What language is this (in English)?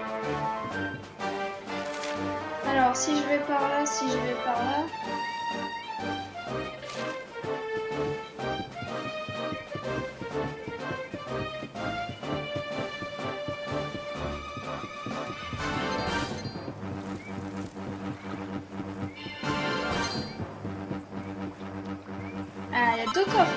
French